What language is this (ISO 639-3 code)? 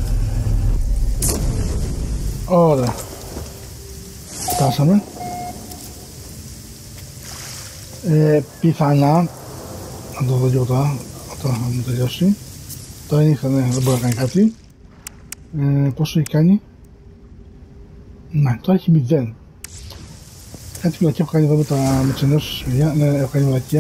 ell